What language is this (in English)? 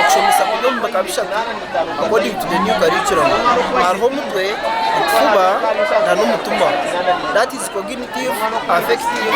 Nyankole